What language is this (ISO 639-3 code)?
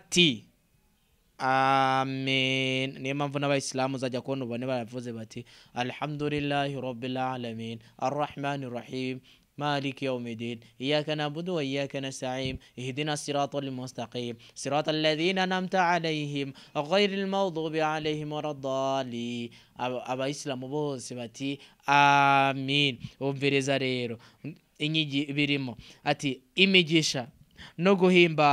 run